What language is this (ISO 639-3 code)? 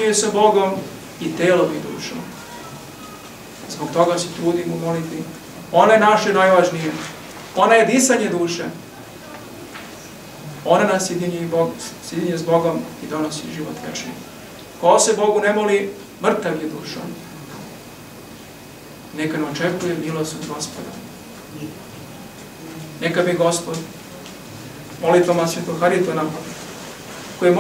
srp